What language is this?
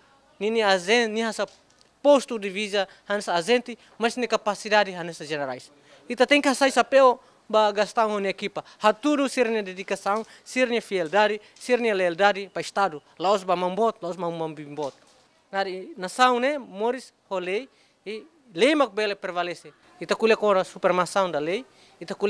Tetum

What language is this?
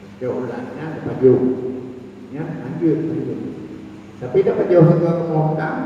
Achinese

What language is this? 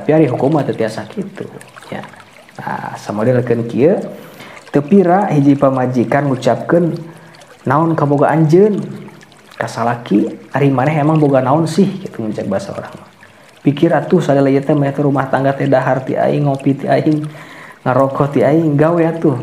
Sundanese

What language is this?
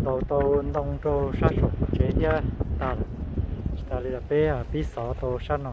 Hmong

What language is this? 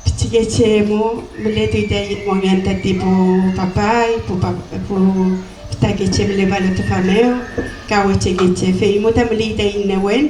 Mapuche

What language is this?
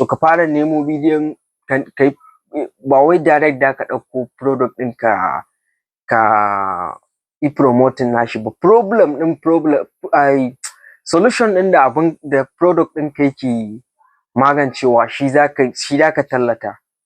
Hausa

